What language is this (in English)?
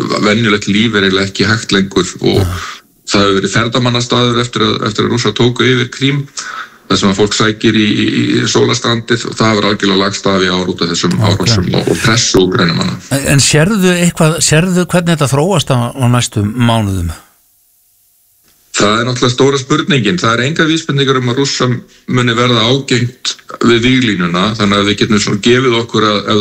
Icelandic